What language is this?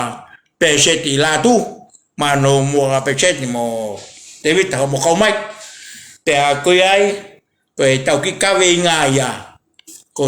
Tongan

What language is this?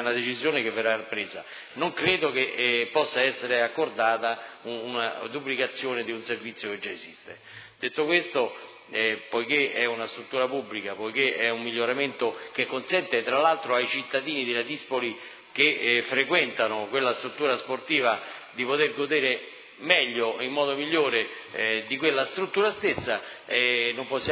Italian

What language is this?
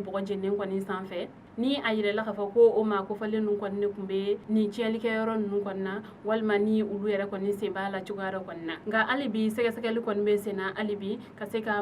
Bambara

